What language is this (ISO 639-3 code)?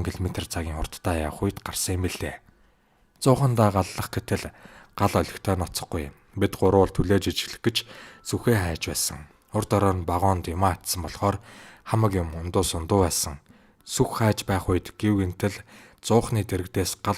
mon